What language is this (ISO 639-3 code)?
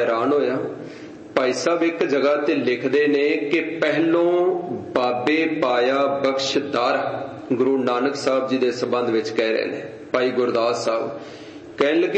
pan